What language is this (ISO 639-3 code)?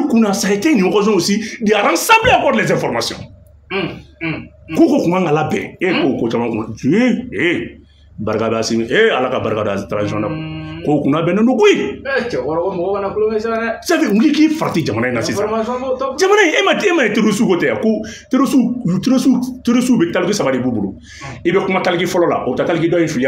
bam